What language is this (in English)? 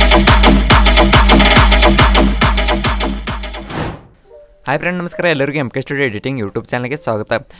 Kannada